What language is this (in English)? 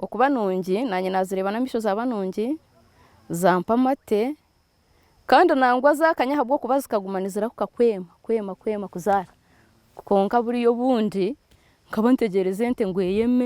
Nyankole